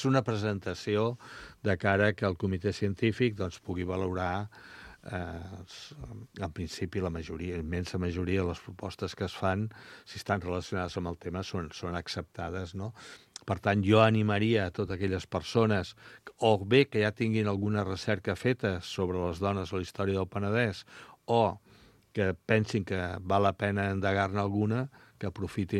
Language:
Catalan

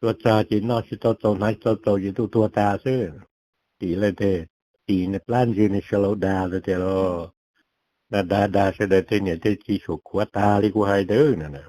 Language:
Hmong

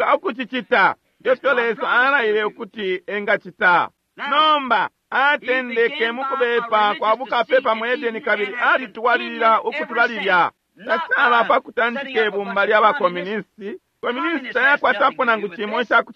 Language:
Bemba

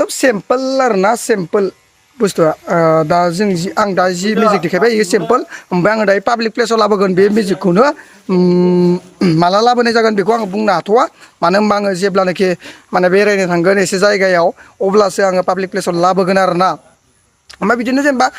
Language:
Bodo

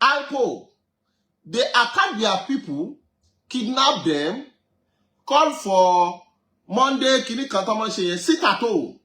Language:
Yoruba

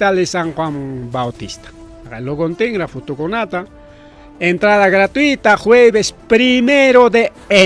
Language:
Ayacucho Quechua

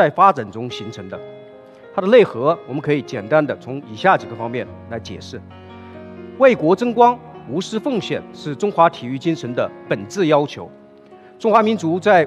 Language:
Chinese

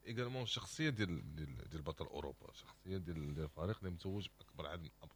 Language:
Moroccan Arabic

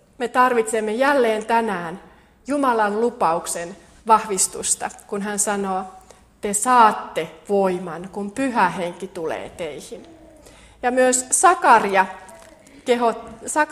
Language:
Finnish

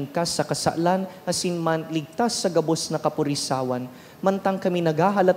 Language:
Bikol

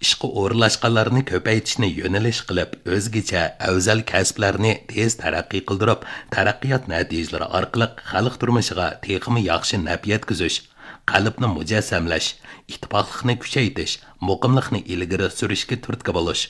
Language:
Uyghur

